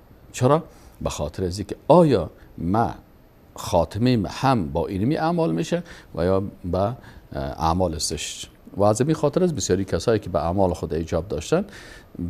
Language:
Persian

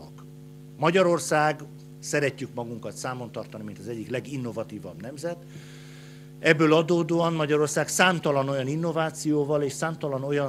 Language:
Hungarian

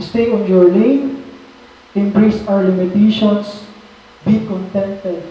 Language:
Waray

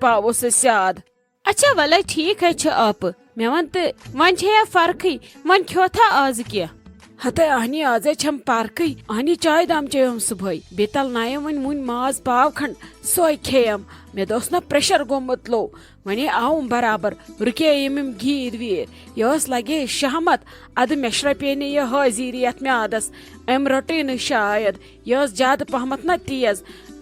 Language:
Kashmiri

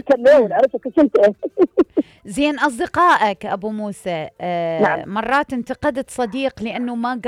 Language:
Mesopotamian Arabic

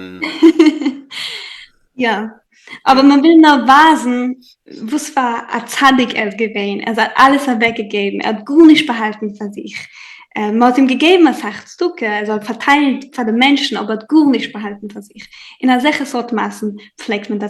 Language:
Yiddish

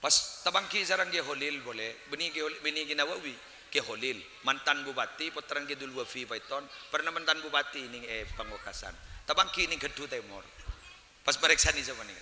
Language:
Madurese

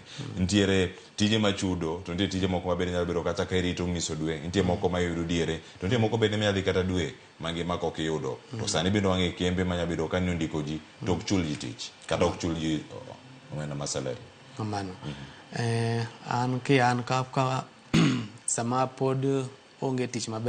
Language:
Luo (Kenya and Tanzania)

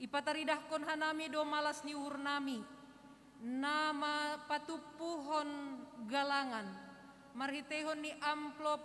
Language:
Batak Simalungun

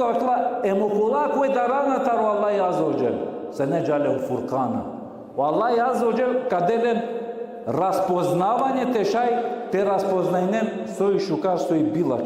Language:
Balkan Romani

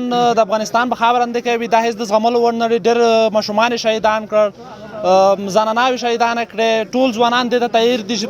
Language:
Pashto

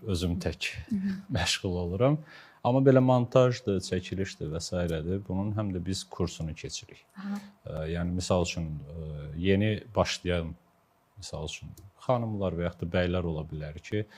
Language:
Azerbaijani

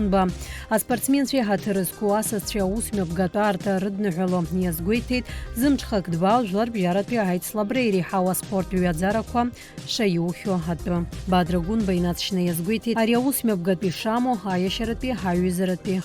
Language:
Abkhazian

